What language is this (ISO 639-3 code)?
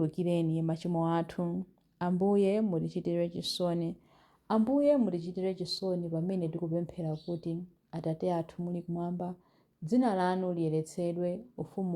nya